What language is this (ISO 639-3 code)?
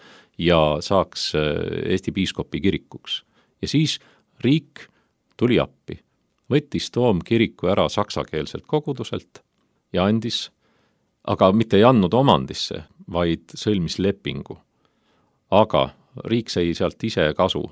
est